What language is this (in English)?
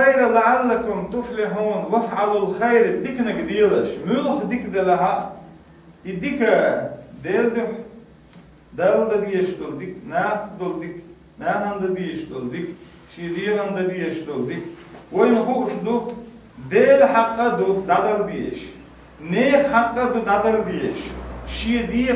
Chechen